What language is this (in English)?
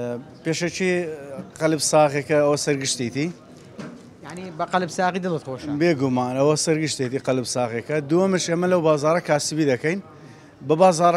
Central Kurdish